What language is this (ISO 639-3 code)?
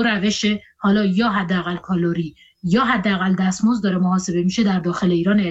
fas